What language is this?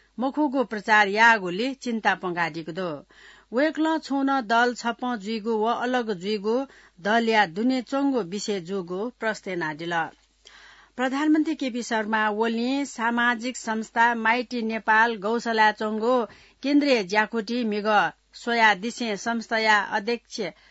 Newari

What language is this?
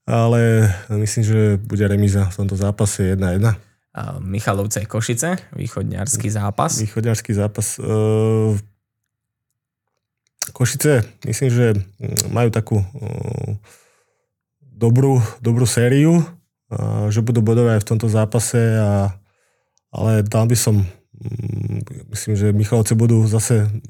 Slovak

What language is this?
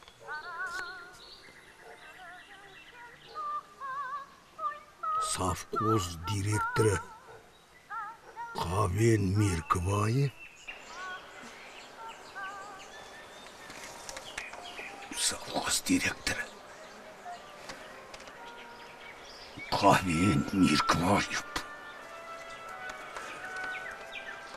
Kazakh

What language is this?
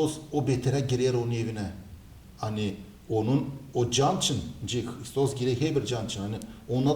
Gagauz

